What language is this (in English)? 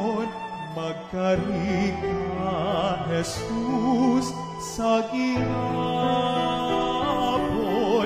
Hiligaynon